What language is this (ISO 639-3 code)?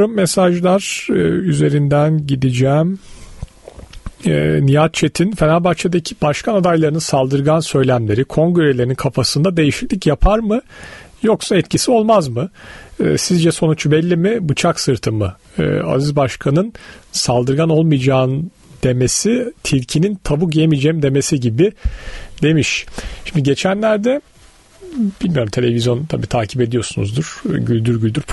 tur